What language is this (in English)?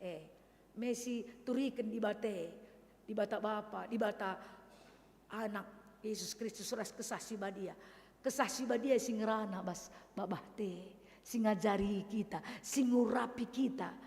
Batak Karo